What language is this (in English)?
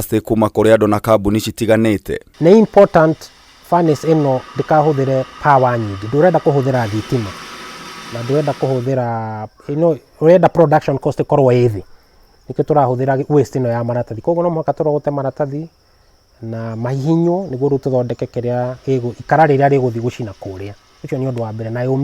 Kikuyu